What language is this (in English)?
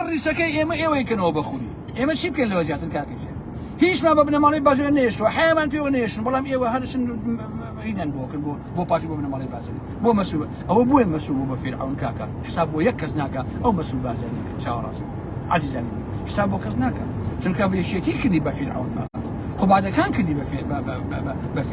Central Kurdish